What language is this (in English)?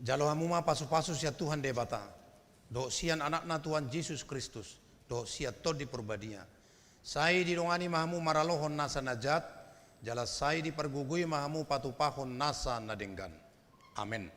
Batak Toba